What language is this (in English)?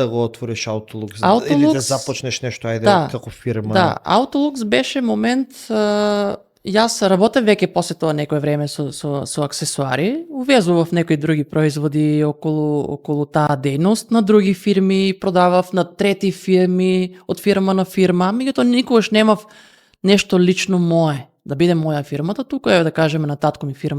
Macedonian